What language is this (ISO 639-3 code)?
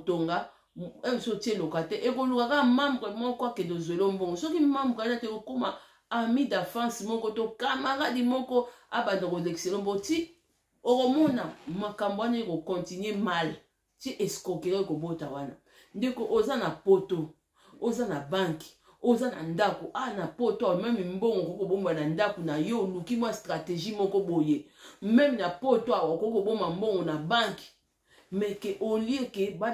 lin